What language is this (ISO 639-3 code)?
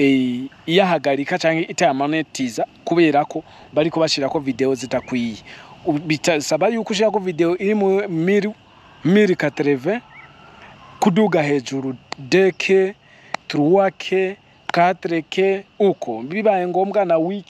run